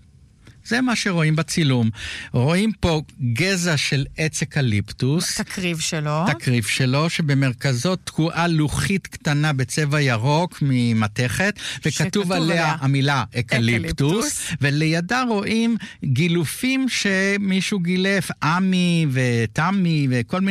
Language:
Hebrew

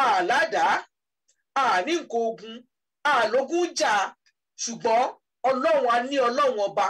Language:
Yoruba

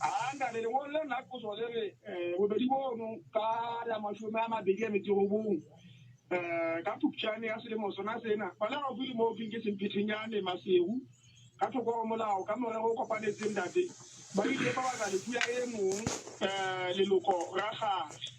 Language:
Southern Sotho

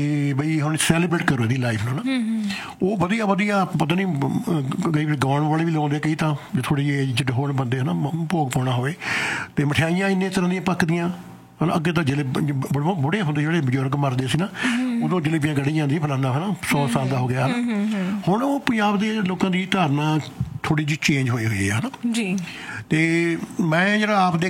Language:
Punjabi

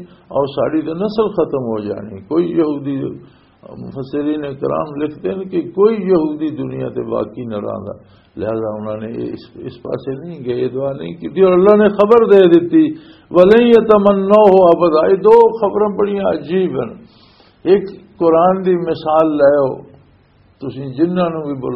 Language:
Western Panjabi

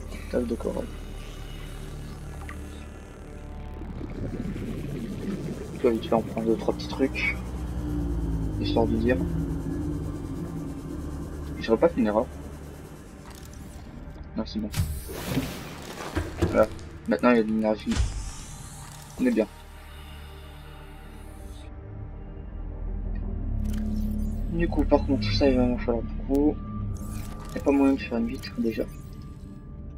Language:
French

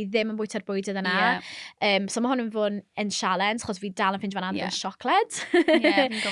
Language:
Welsh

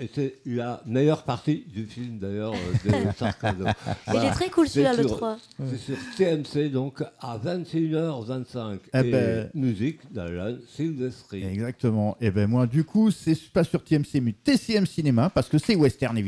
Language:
French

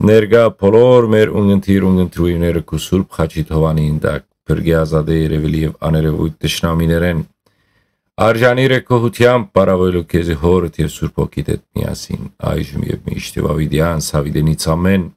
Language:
Western Armenian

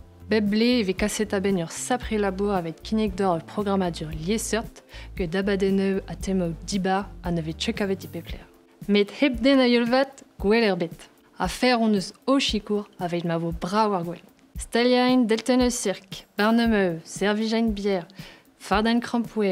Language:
Breton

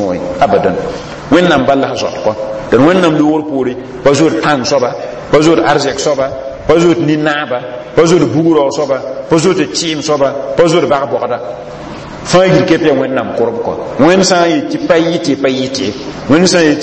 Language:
Mossi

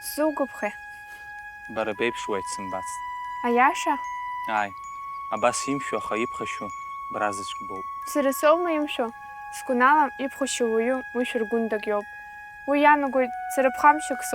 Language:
Abkhazian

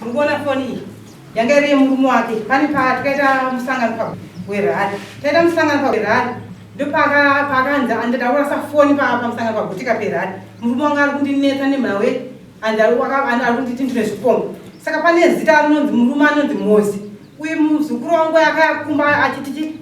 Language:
Shona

